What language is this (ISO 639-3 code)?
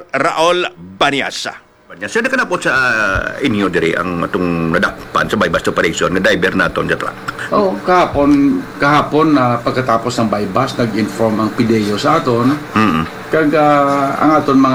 hil